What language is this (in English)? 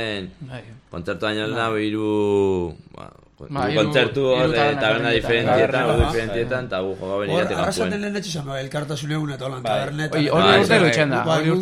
Basque